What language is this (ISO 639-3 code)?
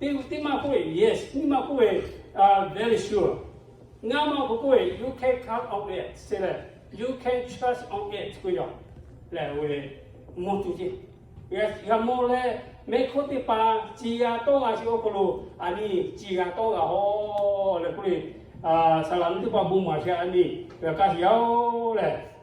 lhu